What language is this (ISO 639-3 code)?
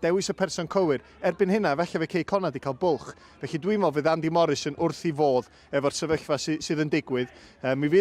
cym